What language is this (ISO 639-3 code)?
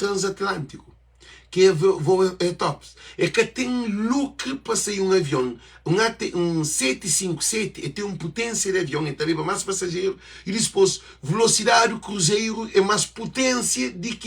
kea